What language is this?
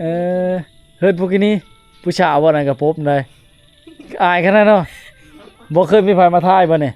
Lao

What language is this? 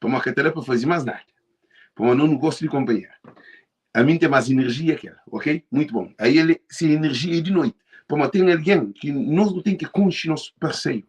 Kabuverdianu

